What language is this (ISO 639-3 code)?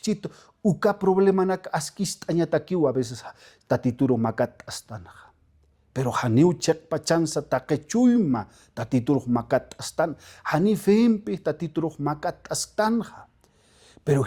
aym